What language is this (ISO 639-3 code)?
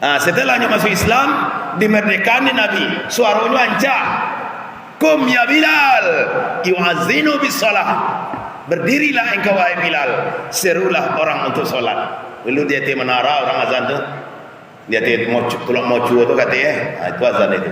min